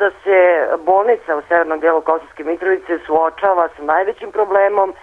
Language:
Serbian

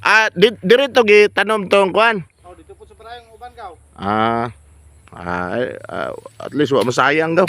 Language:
Cebuano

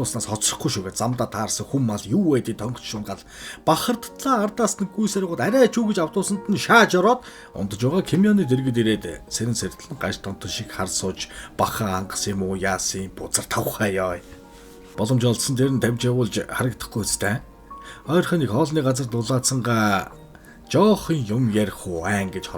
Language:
Mongolian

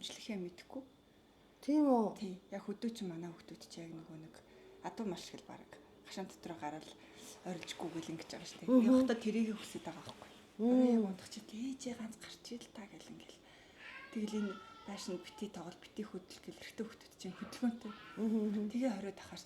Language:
Mongolian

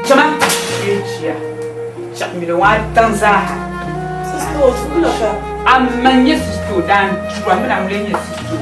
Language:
Dagbani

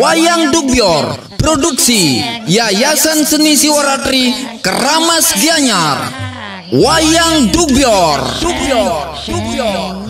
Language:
Balinese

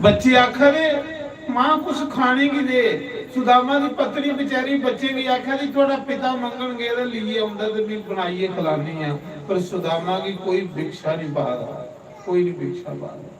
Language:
Dogri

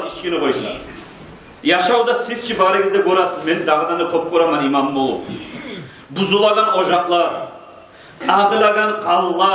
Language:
Kumyk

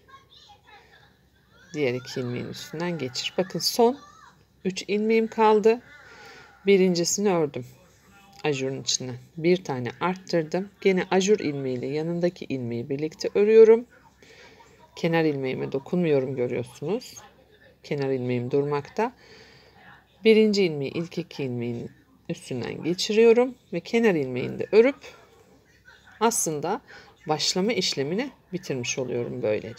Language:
Turkish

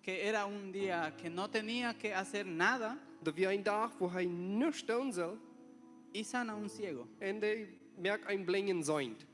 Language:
Plautdietsch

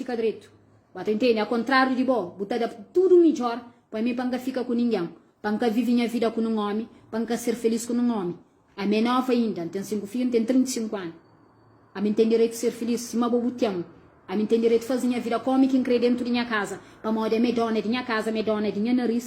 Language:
Kabuverdianu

